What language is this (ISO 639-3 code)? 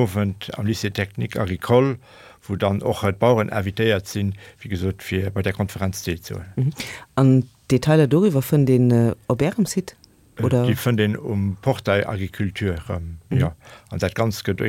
ltz